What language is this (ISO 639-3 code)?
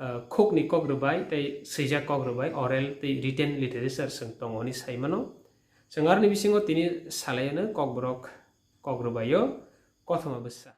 trp